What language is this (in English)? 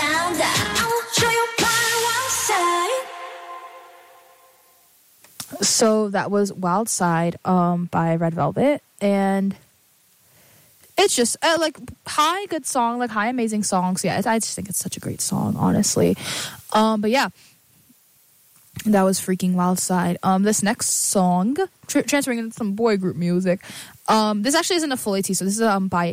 English